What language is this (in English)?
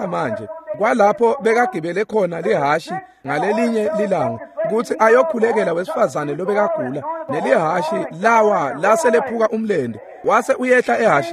Swati